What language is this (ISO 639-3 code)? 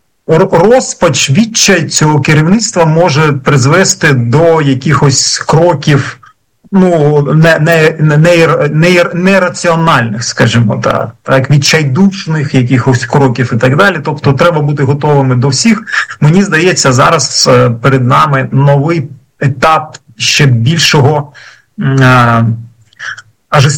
ukr